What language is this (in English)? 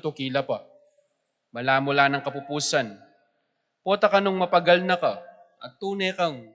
Pampanga